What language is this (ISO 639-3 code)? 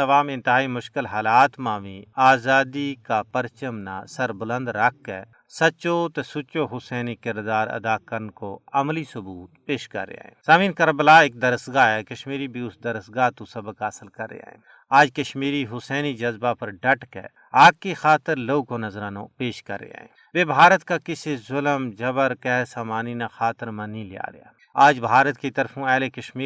gju